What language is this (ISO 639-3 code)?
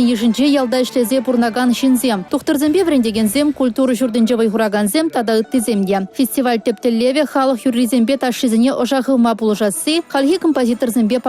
chv